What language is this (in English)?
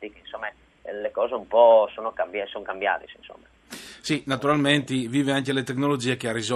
Friulian